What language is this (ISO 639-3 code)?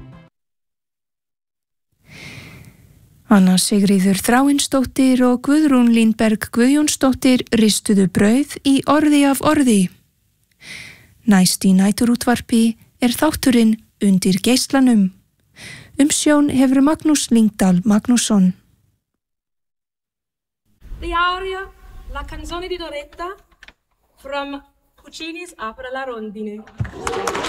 isl